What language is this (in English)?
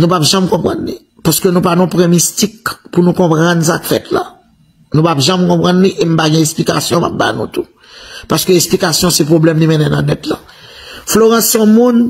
Haitian Creole